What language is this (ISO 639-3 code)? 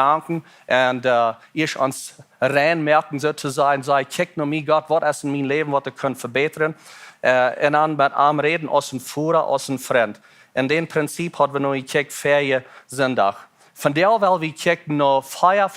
pdt